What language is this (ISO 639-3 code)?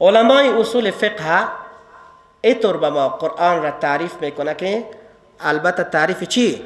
fas